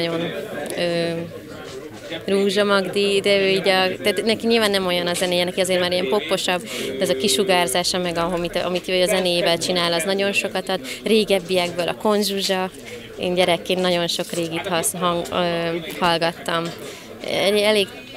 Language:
Hungarian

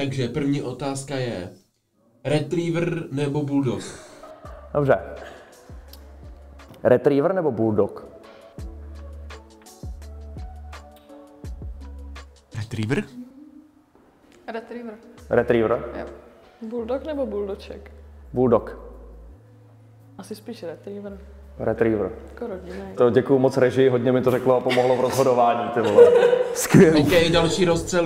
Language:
Czech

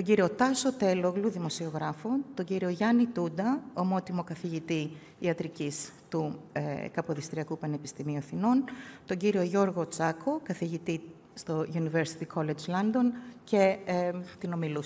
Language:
Greek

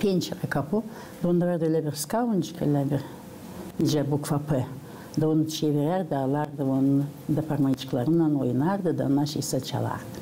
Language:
Gagauz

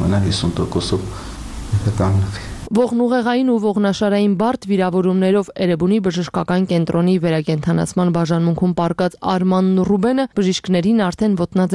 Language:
Armenian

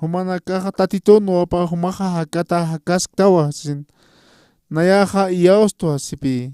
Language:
Aymara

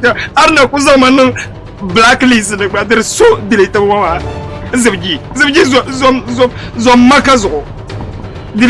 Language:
Dagbani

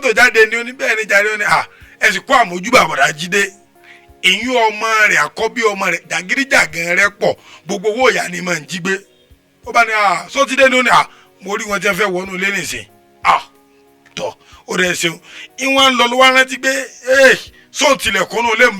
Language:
Yoruba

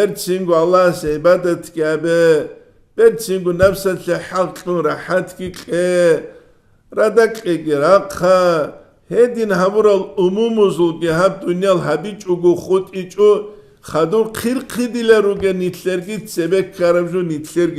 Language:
Avaric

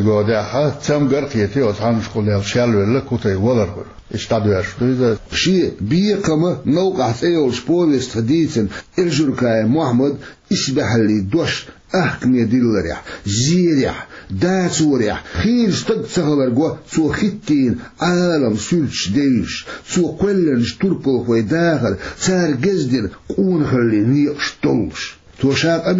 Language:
Chechen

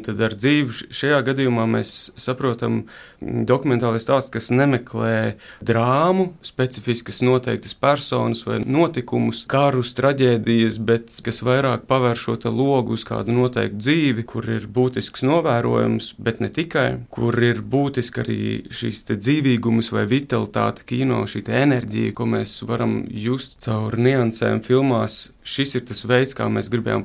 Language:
Latvian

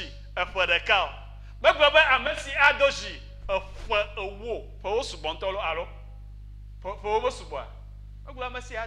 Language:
Ewe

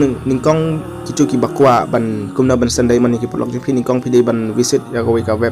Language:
Khasi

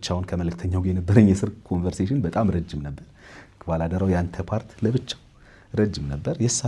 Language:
Amharic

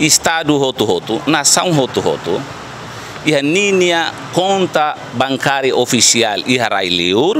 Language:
Tetum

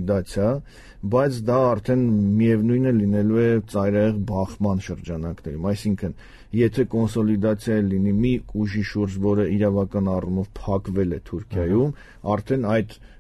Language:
Armenian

